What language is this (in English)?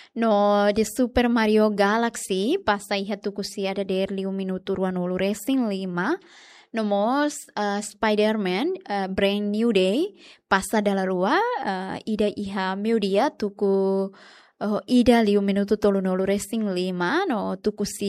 Tetum